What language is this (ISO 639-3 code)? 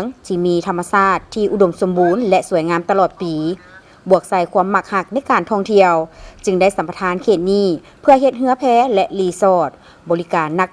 lao